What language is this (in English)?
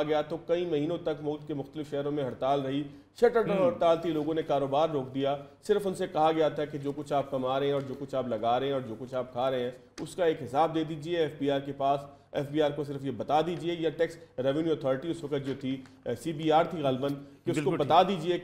Urdu